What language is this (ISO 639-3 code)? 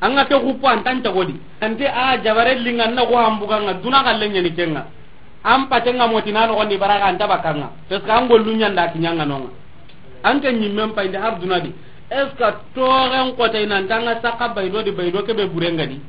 snk